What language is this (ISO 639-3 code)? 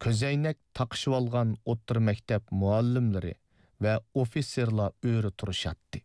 uig